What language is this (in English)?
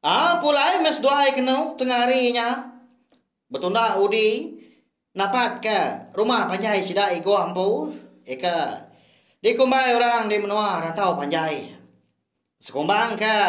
Iban